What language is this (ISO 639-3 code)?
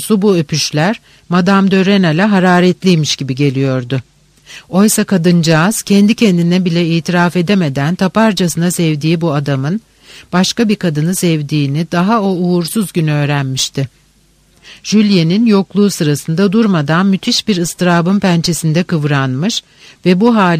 tur